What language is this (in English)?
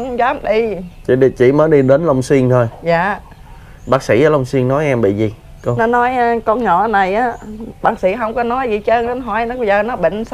Vietnamese